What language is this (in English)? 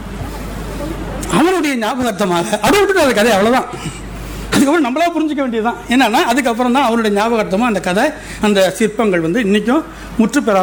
Tamil